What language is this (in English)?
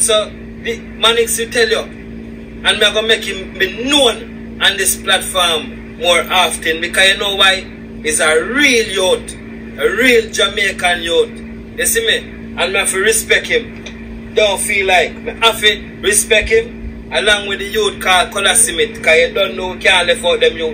Jamaican Creole English